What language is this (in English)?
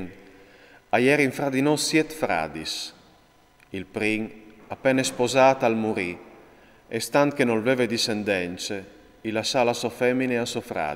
Friulian